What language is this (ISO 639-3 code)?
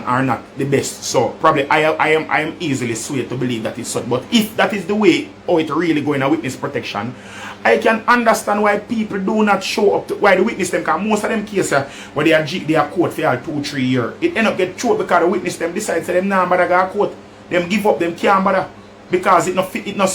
jam